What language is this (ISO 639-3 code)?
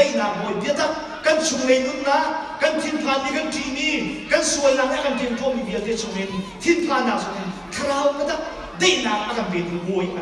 tha